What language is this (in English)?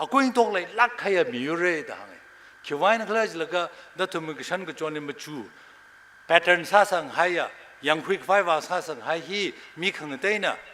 Tangkhul Naga (India)